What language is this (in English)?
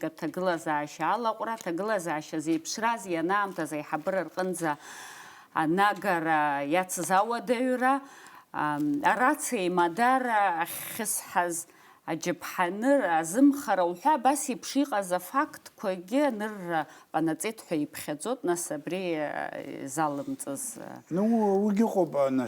Abkhazian